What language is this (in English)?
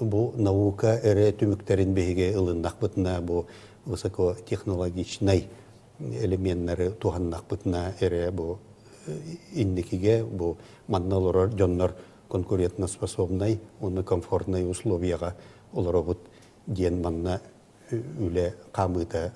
Yakut